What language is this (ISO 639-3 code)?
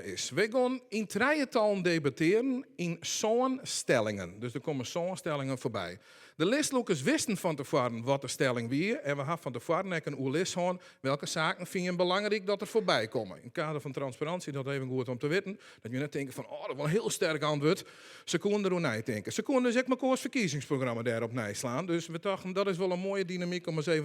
fry